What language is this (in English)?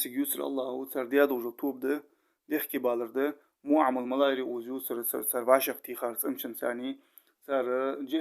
Ingush